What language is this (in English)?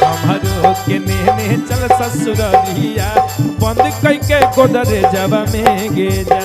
Magahi